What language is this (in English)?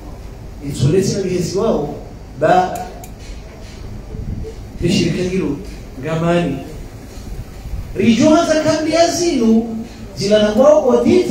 Swahili